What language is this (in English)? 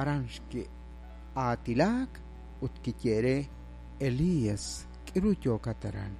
Kekchí